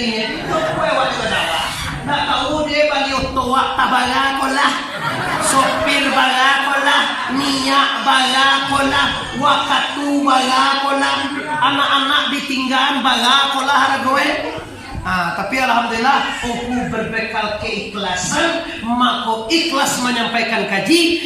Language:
Minangkabau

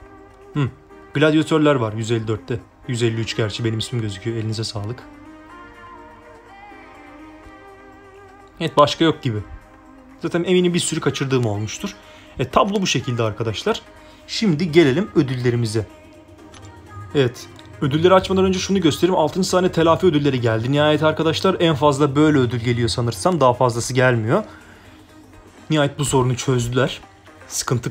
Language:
Turkish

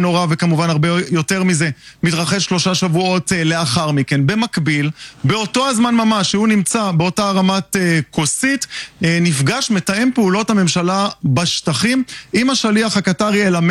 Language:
Hebrew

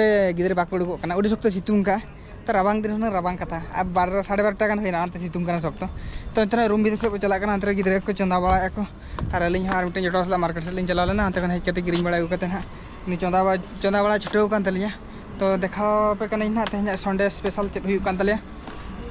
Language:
Santali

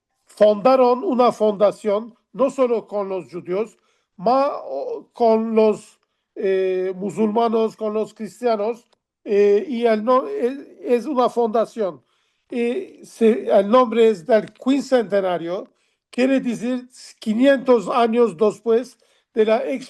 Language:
Ladino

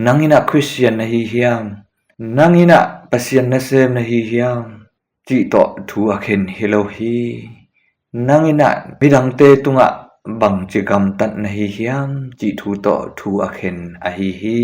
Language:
Tedim Chin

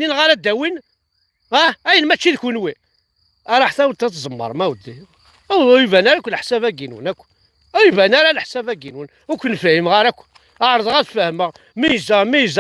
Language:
Kabyle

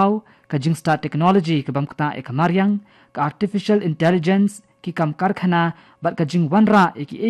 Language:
Khasi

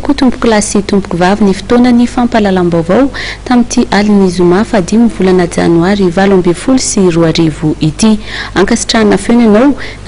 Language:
Malagasy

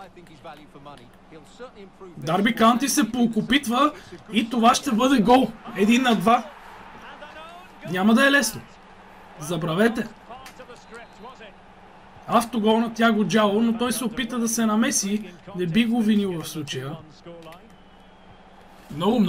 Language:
Bulgarian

